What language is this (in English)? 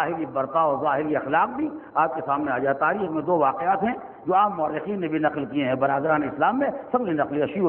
Urdu